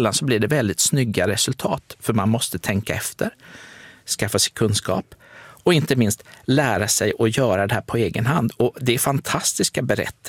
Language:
Swedish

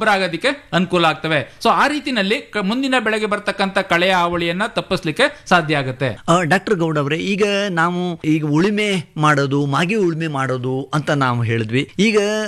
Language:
Kannada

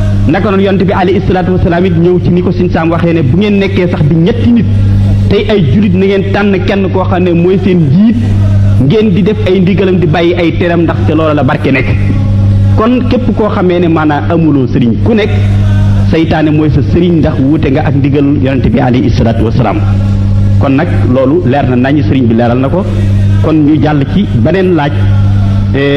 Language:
Wolof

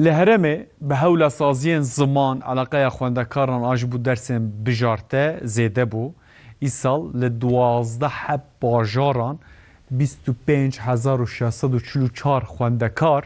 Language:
Kurdish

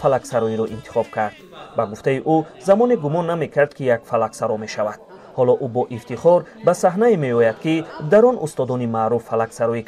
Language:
Tajik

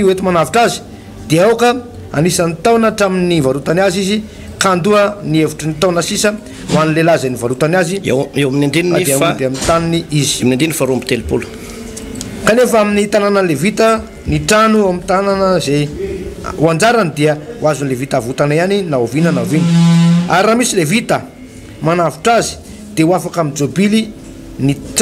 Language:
Malagasy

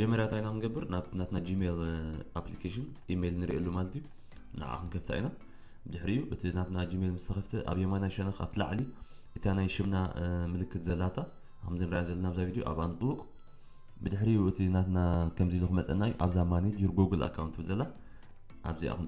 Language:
Tigrinya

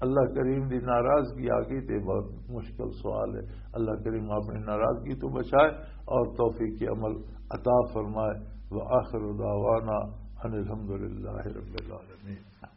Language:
Western Panjabi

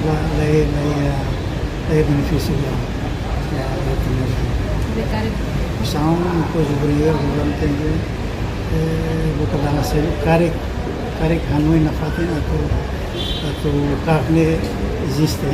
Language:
Tetum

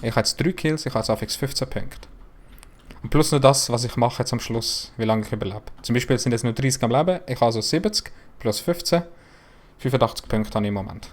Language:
Swiss German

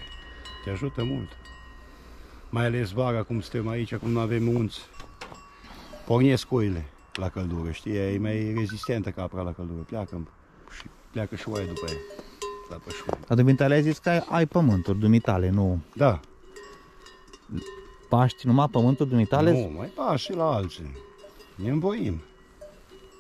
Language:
Romanian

